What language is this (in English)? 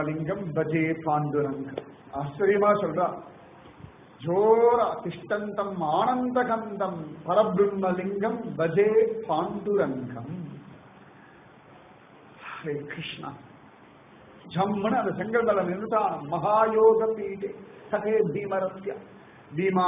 Tamil